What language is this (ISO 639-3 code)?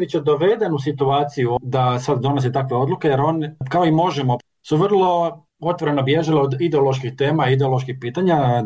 hrv